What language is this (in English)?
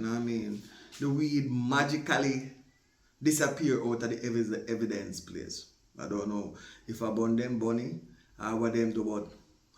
Jamaican Creole English